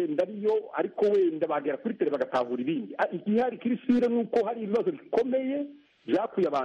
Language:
Kinyarwanda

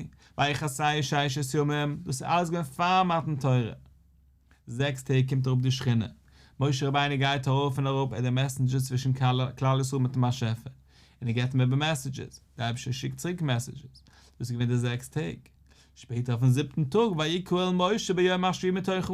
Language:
Yiddish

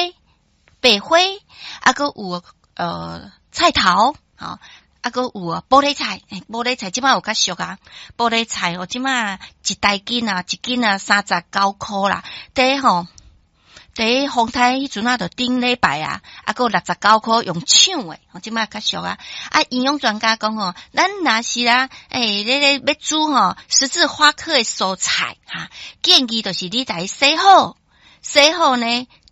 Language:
Min Nan Chinese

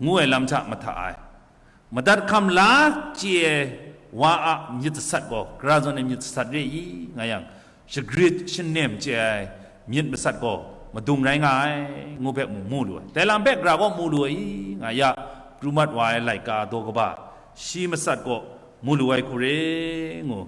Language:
Kachin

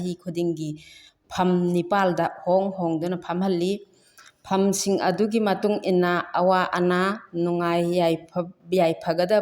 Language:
Manipuri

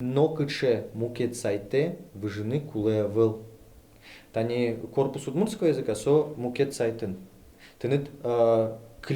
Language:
Udmurt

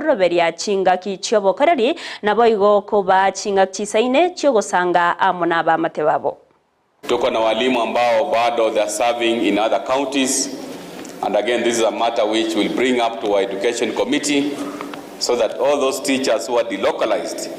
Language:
Gusii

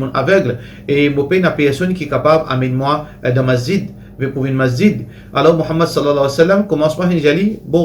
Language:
Morisyen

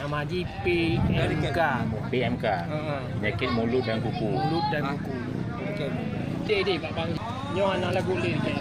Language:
Achinese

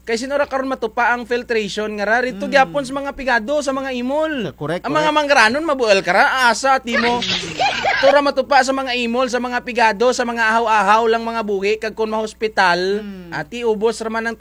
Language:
Kinaray-a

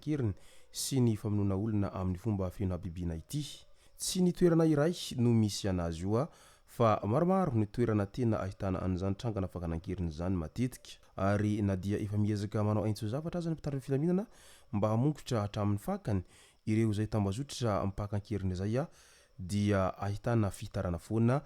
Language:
Malagasy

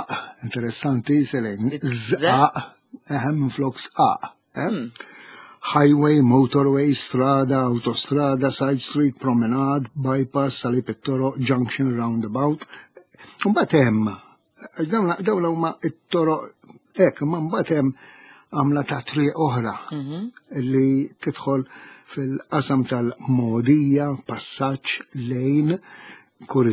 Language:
Maltese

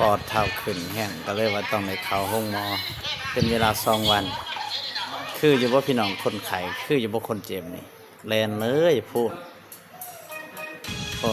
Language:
Lao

